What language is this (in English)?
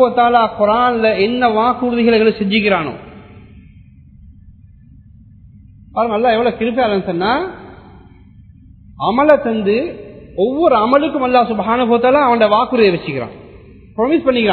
Tamil